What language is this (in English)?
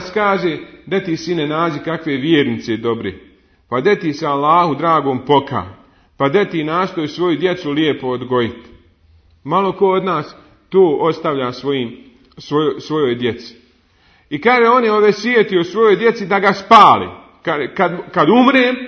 Bosnian